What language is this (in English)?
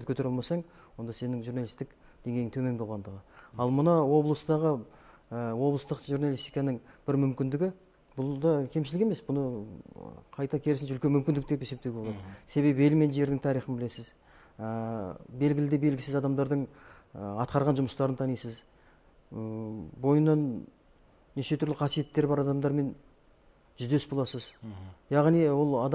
Kazakh